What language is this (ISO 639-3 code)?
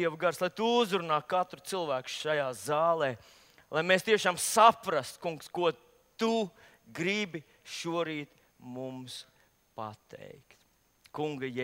lav